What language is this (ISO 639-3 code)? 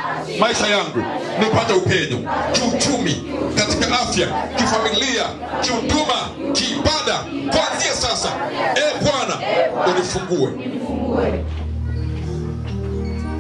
swa